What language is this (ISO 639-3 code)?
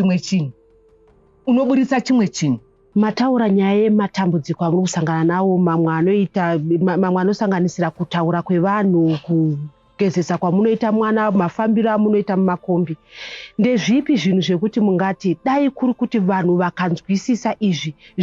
sna